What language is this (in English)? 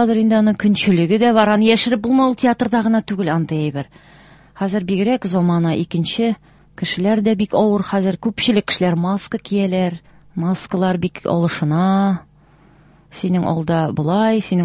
Tatar